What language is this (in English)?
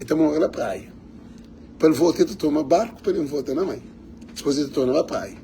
Kabuverdianu